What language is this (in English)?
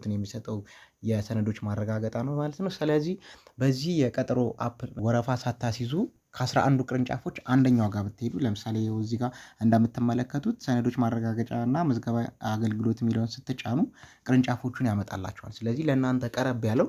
Amharic